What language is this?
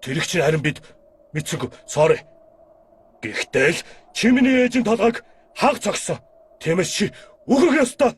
Mongolian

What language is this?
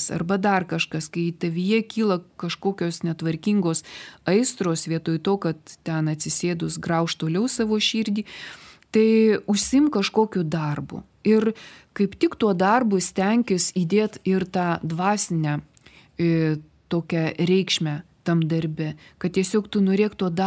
Lithuanian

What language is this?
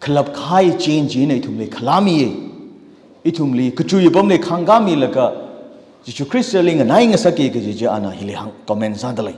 Tangkhul Naga (India)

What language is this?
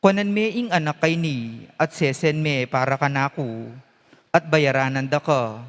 Pampanga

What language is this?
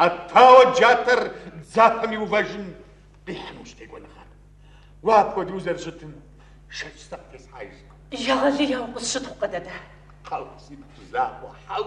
Kabardian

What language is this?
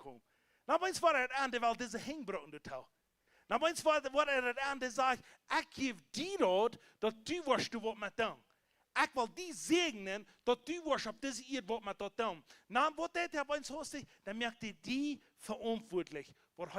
Plautdietsch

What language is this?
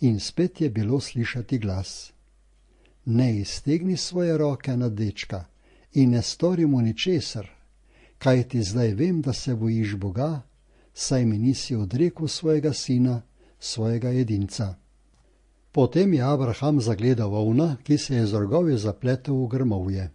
Slovenian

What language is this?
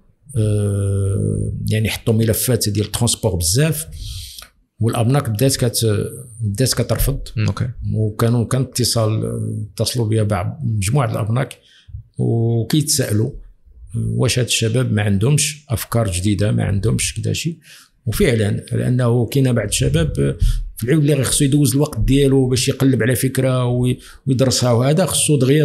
Moroccan Arabic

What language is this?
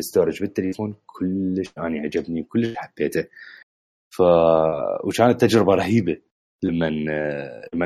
Mesopotamian Arabic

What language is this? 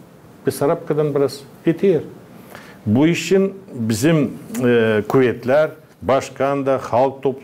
Gagauz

